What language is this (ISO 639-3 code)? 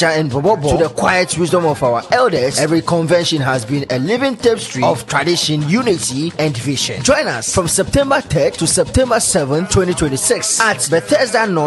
ewe